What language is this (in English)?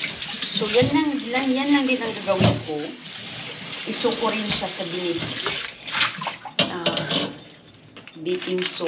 Filipino